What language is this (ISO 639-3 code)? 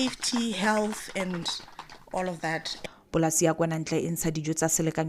tsn